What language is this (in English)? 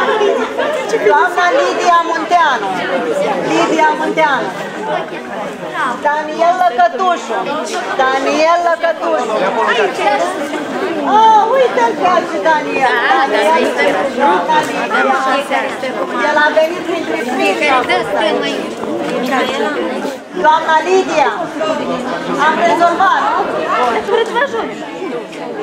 Romanian